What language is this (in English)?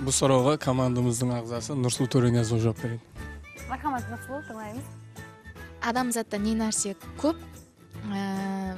Kara-Kalpak